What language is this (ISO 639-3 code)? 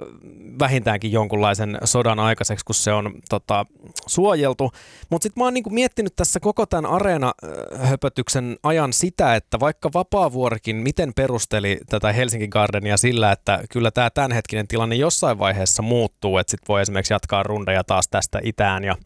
fin